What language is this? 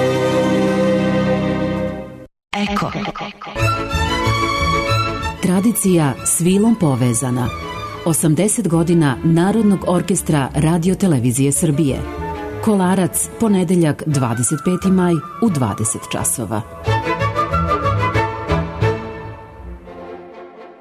Serbian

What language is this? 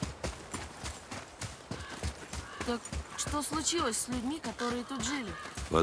Russian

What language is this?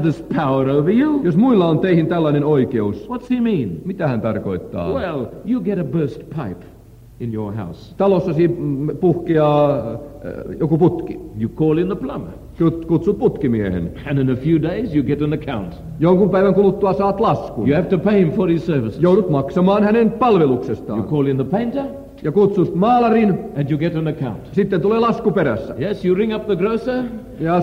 Finnish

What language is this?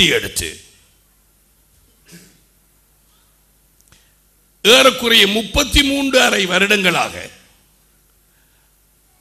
Tamil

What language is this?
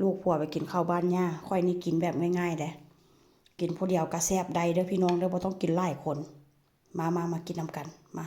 Northeastern Thai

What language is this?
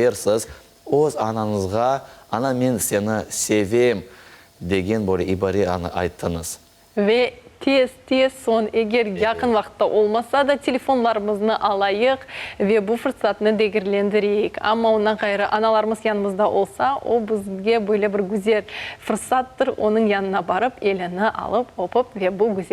Crimean Tatar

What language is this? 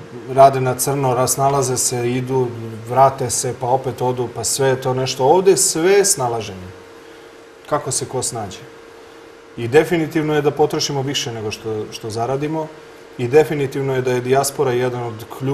Serbian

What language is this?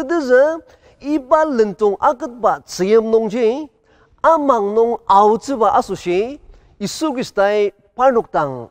Ao Naga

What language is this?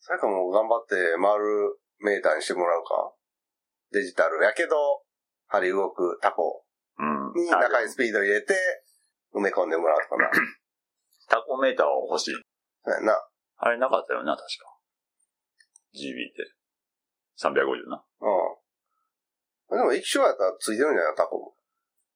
Japanese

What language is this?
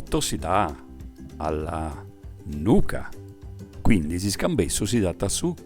Sardinian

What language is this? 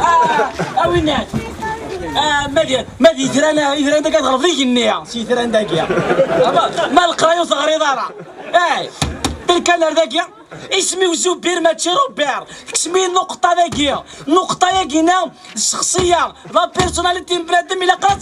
Kabyle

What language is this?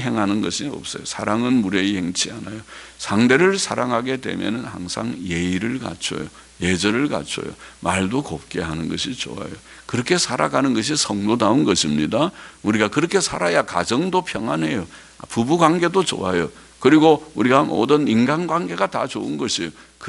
Korean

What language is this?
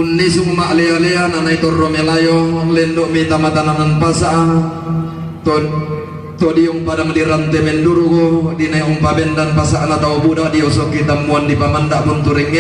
Toraja-Sa'dan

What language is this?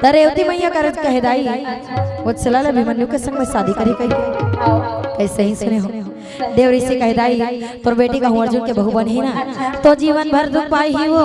Chhattisgarhi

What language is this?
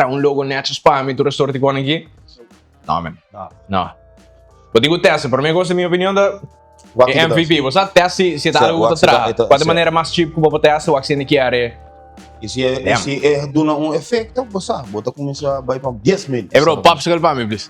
Papiamento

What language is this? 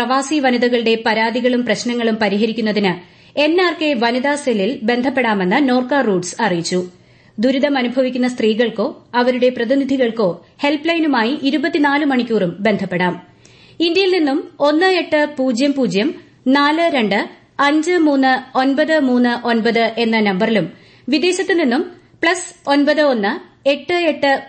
Malayalam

